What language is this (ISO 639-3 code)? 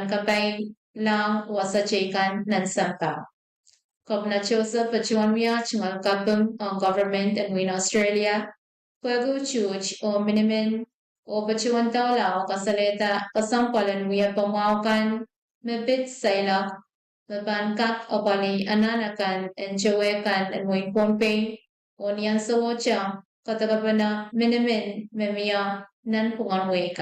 pon